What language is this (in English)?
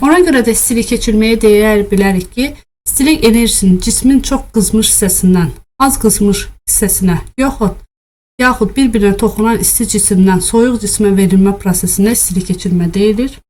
Azerbaijani